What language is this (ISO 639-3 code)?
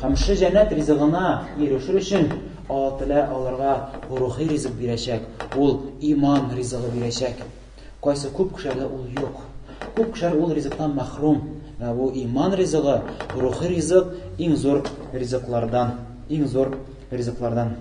tat